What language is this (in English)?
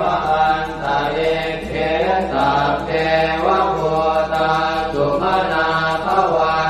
Pali